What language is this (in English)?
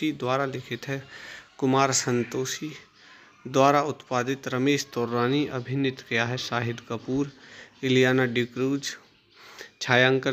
Hindi